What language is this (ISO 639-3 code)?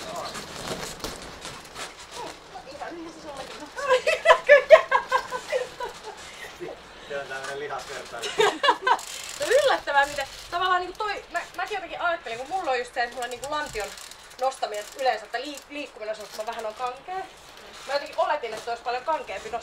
fin